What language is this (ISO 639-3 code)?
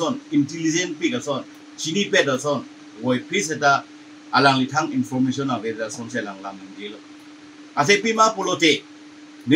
mjw